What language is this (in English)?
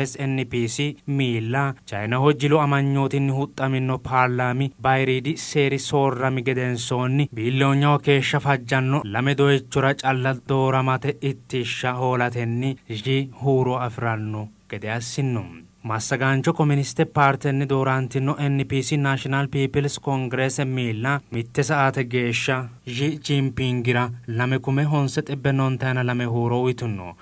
Sidamo